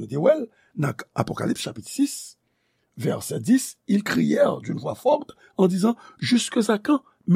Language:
Haitian Creole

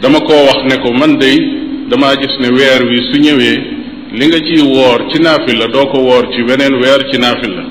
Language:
Wolof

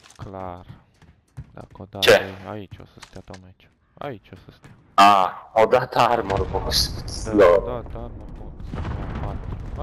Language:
Romanian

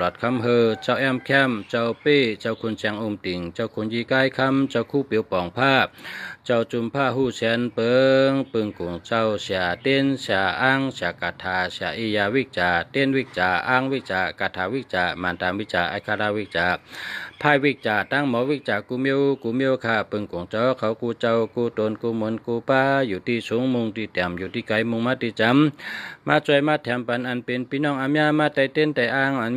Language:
Shan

